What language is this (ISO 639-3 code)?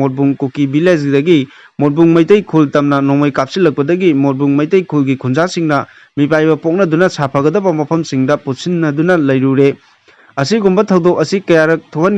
mni